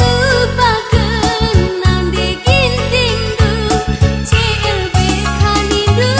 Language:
Batak Karo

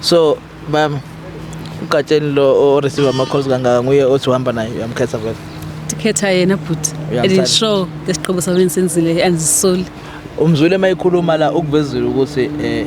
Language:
Zulu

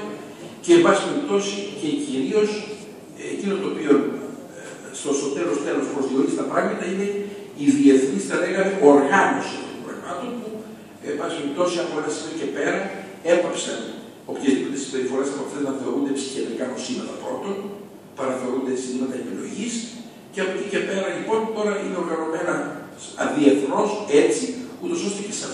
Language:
Greek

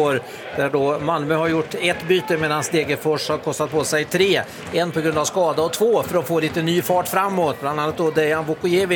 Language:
Swedish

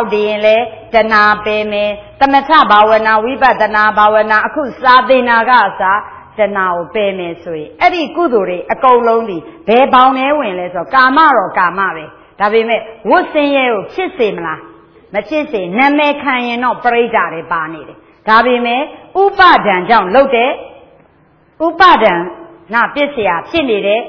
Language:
Burmese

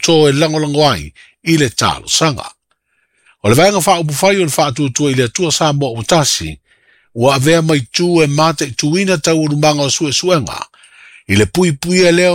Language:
Samoan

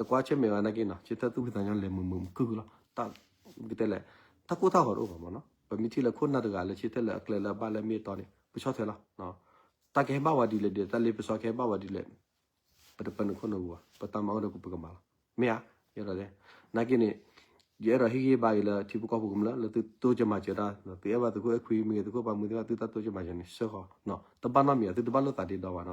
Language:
S'gaw Karen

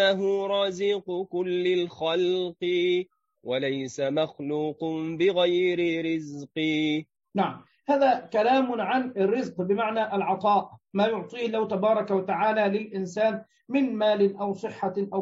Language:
Arabic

